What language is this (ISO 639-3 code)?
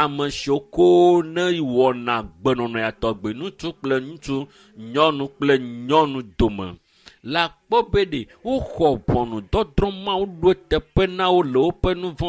ewe